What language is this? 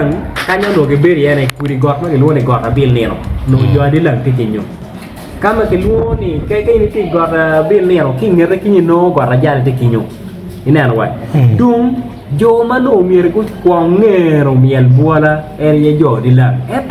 Acoli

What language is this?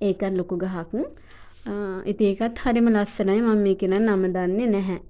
Sinhala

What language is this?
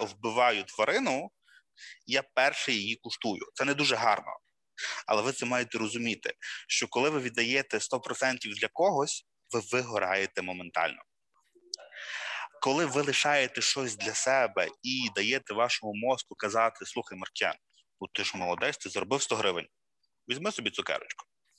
Ukrainian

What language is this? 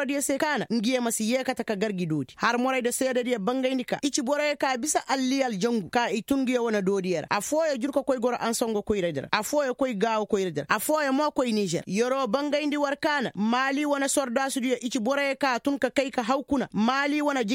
Koyraboro Senni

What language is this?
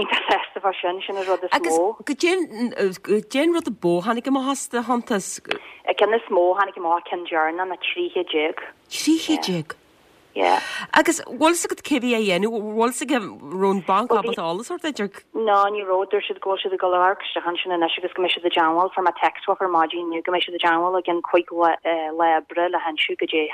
Irish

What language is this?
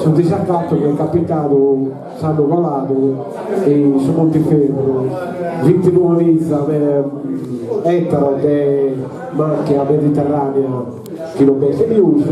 Sardinian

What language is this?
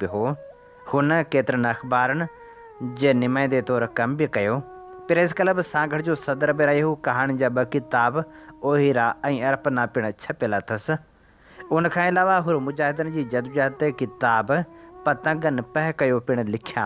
Sindhi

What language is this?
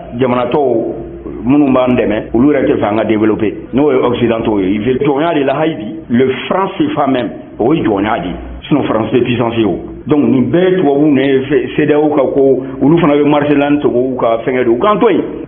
Bambara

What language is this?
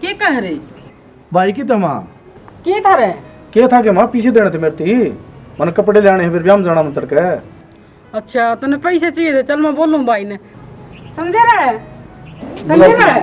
Haryanvi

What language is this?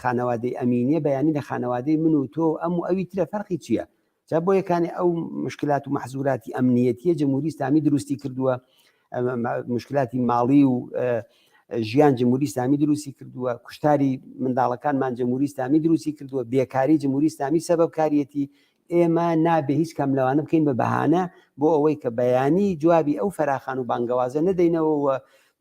Central Kurdish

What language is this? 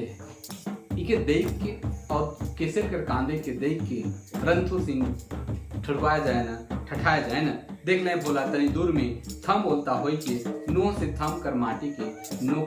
Sadri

